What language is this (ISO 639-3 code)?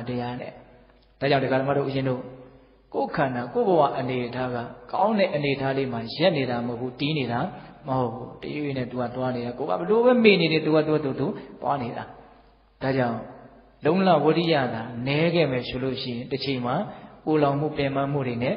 mya